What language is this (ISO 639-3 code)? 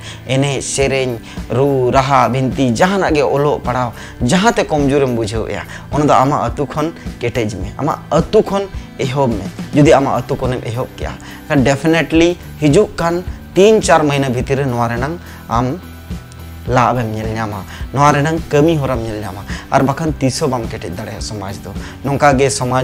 sat